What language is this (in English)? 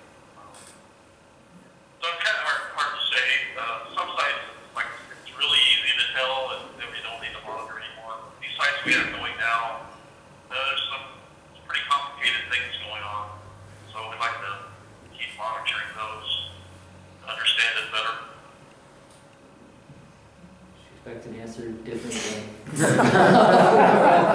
English